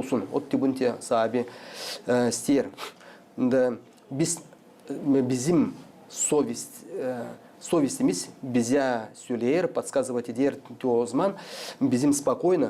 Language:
Gagauz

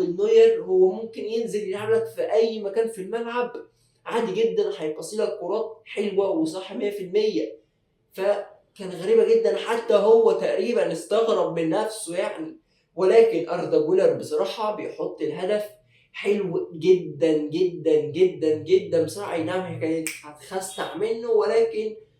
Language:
Egyptian Arabic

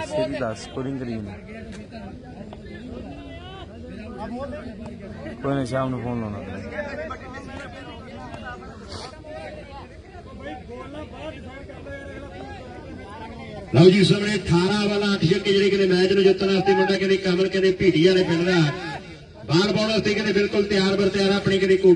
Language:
Punjabi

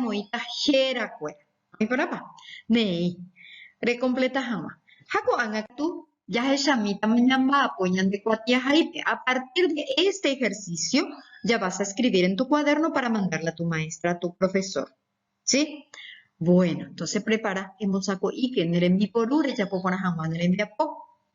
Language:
Guarani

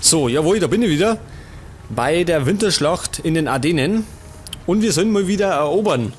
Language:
Bavarian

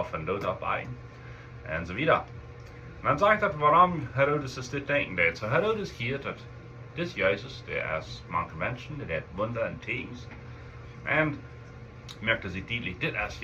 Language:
Plautdietsch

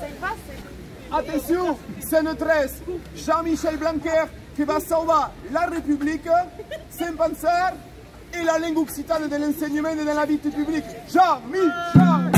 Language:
Occitan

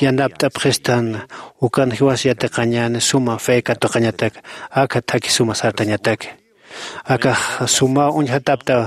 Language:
Aymara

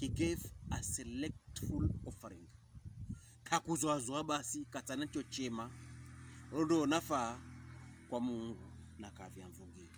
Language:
Pokomo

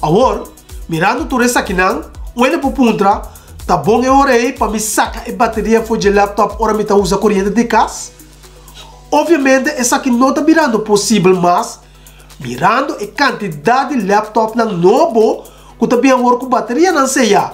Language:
Papiamento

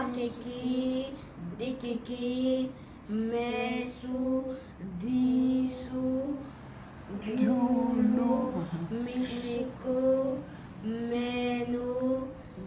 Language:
Luba-Lulua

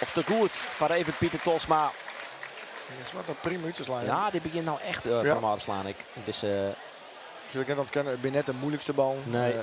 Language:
Western Frisian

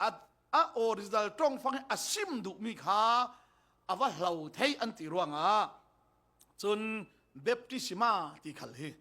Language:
Falam Chin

